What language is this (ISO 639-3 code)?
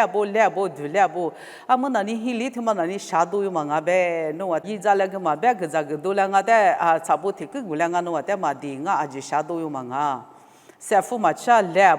lis